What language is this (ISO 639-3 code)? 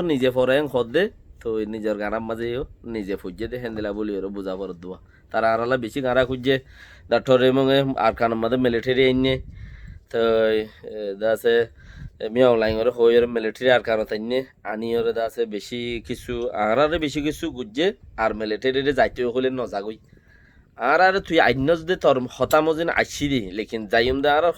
rhg